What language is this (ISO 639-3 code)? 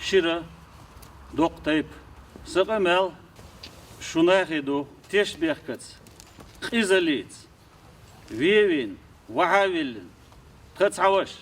che